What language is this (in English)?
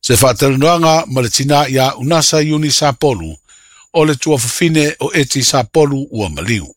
Samoan